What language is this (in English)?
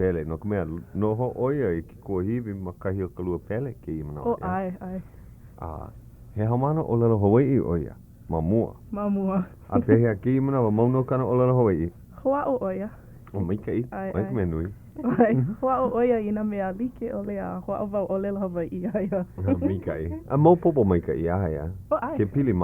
Hawaiian